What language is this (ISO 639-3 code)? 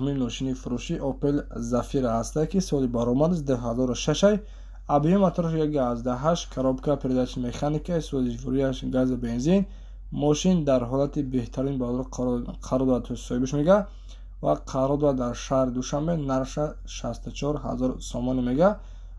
tgk